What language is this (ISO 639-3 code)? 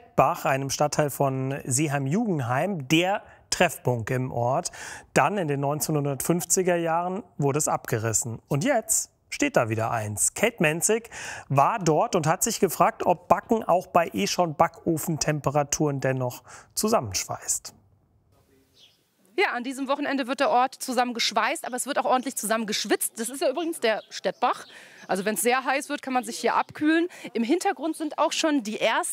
deu